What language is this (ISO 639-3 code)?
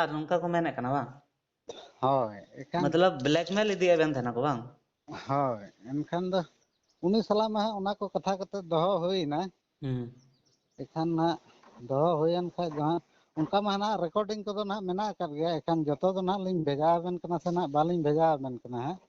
sat